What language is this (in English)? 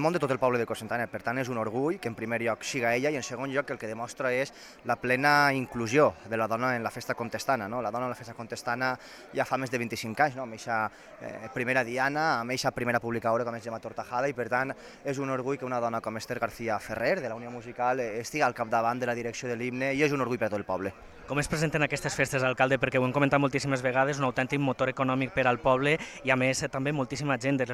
Catalan